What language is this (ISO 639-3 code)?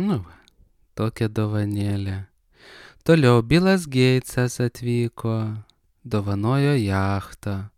lit